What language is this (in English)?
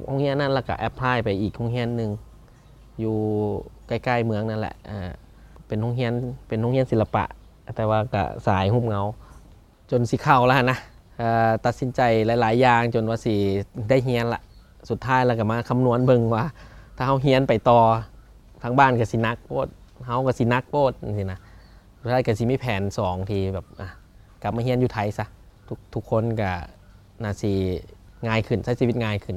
Lao